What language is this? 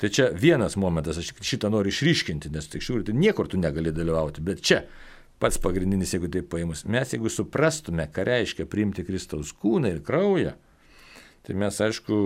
Lithuanian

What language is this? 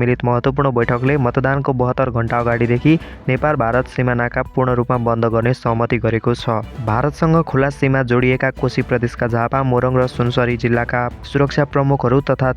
Nepali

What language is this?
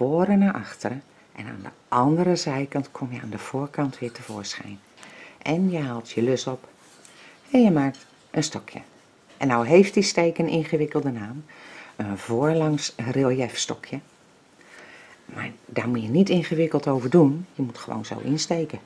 Dutch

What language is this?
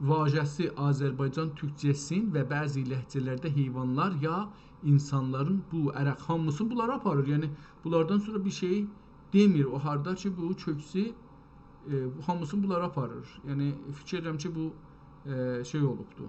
South Azerbaijani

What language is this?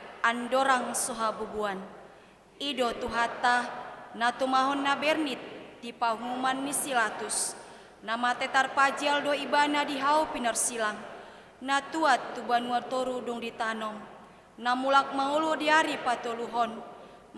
Batak Toba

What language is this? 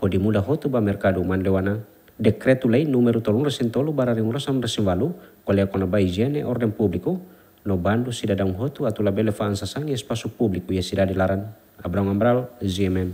Tetum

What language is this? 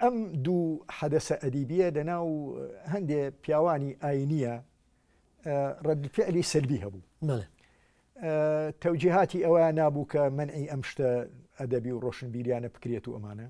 Central Kurdish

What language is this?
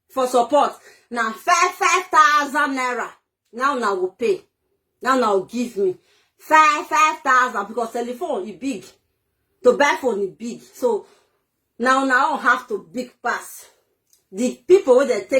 Nigerian Pidgin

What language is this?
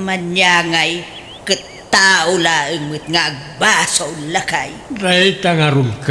Iloko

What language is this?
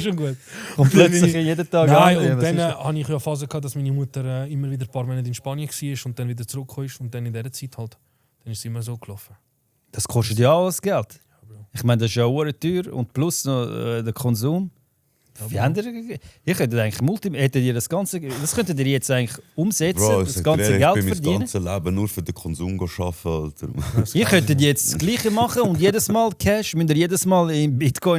Swiss German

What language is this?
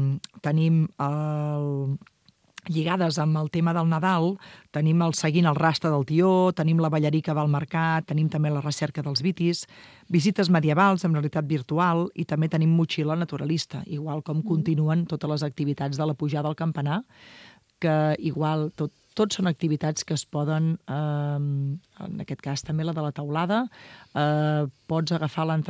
Catalan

